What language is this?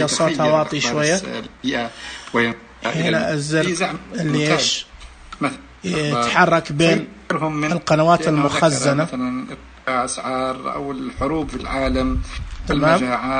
Najdi Arabic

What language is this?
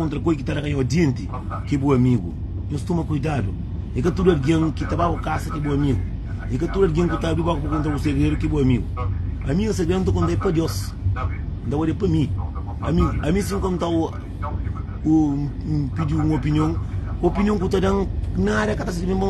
Kabuverdianu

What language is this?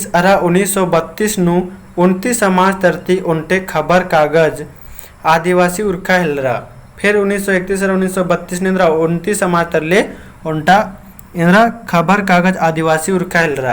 Kurukh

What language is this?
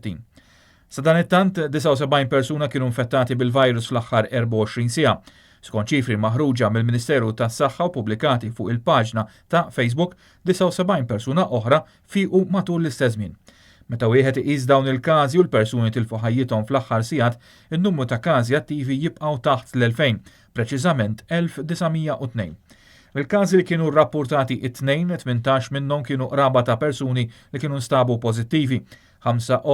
Maltese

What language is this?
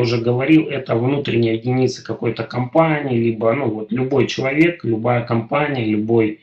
Russian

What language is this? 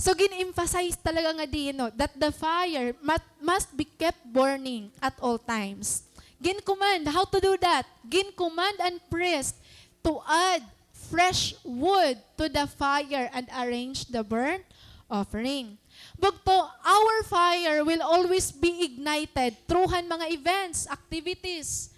Waray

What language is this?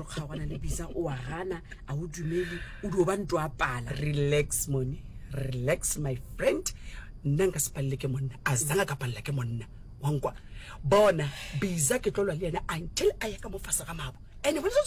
Northern Sotho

